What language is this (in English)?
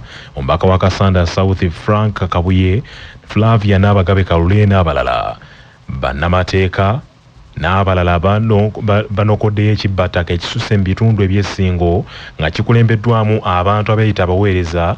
Ganda